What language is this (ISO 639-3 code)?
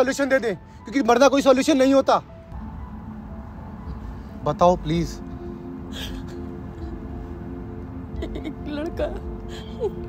hin